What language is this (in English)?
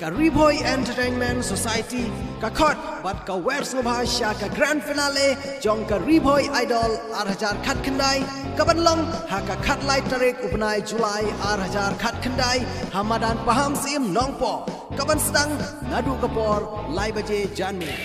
Khasi